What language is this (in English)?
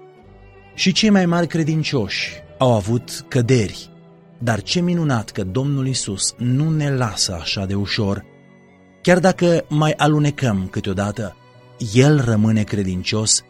Romanian